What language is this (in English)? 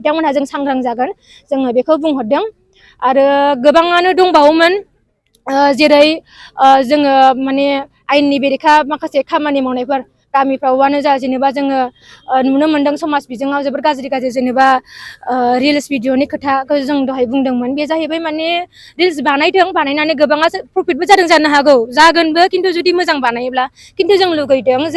Bodo